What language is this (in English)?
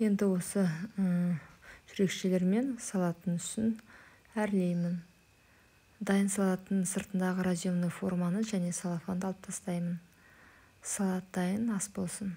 Kazakh